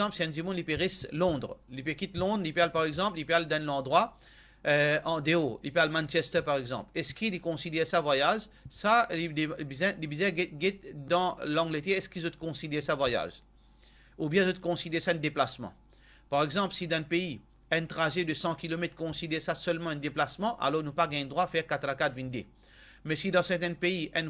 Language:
Morisyen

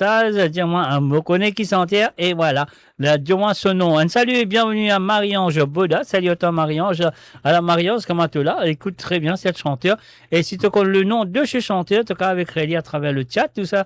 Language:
Morisyen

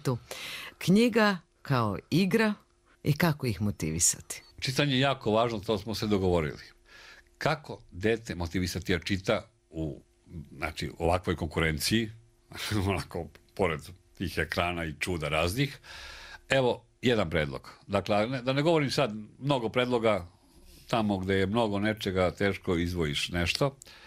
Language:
Serbian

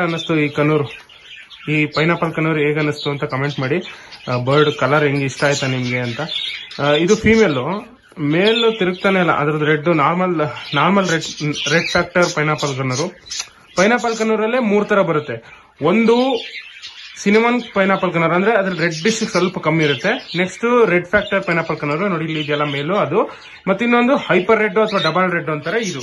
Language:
Kannada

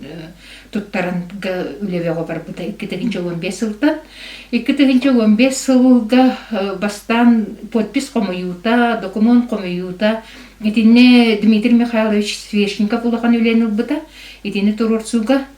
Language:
Yakut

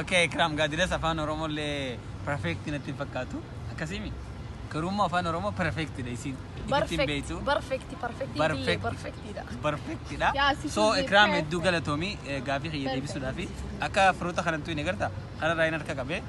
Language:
Oromo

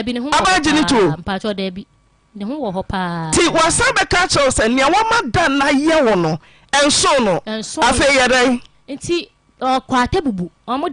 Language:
Akan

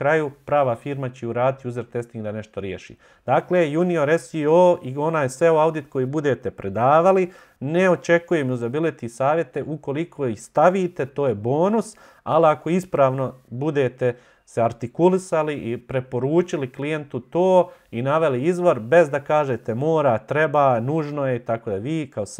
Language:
Bosnian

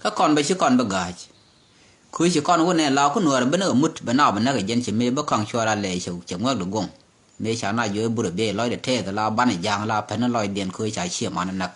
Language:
Nuer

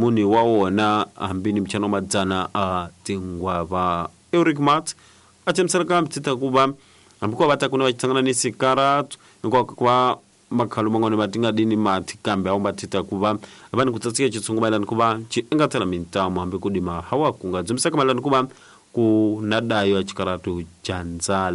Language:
Tsonga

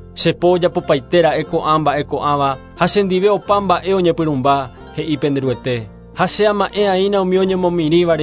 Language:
Guarani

